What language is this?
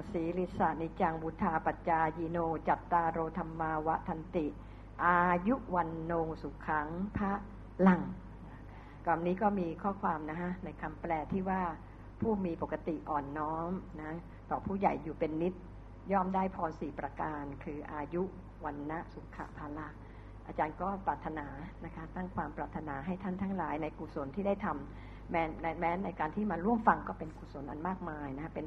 Thai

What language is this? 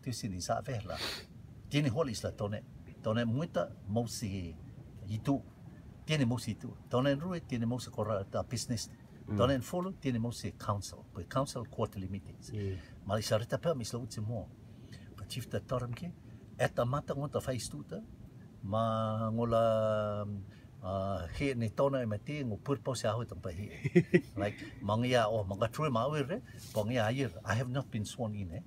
Rotuman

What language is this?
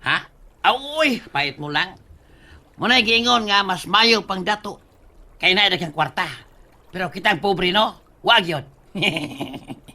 Cebuano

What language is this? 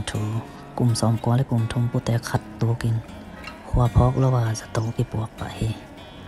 Tedim Chin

